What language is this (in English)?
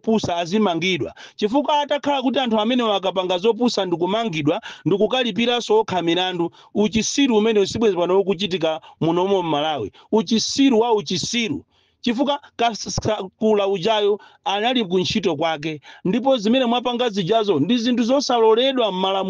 Nyanja